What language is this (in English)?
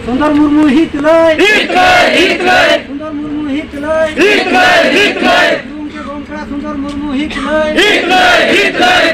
Santali